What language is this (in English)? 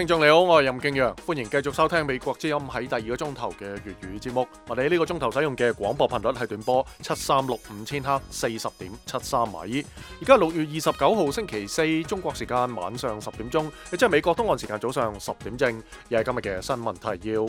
Cantonese